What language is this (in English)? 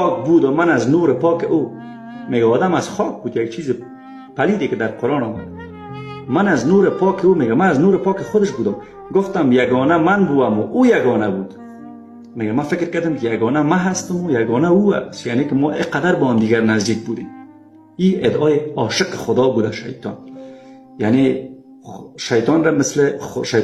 Persian